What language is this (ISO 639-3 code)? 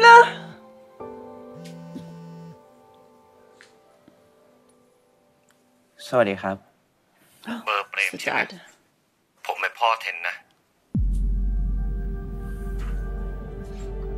tha